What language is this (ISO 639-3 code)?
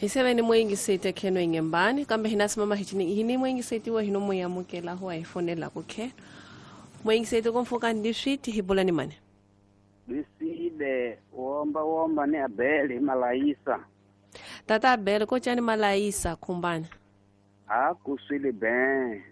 tso